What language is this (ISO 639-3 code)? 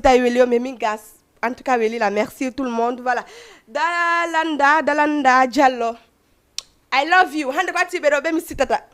ful